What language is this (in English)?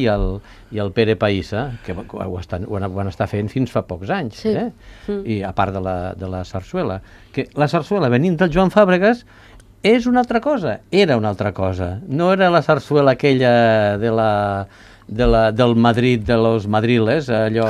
Catalan